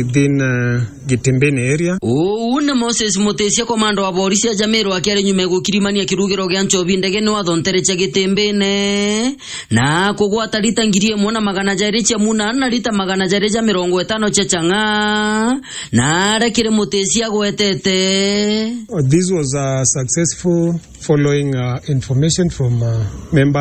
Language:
Meru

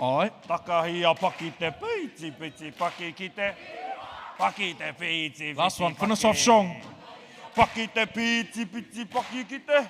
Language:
Māori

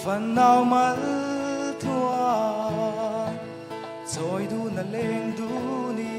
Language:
Mizo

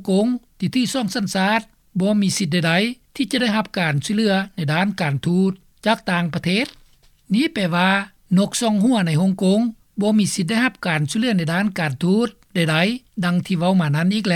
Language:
Lao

